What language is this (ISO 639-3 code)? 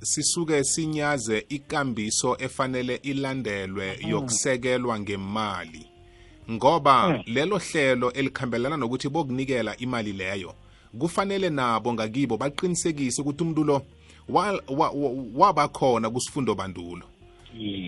nbl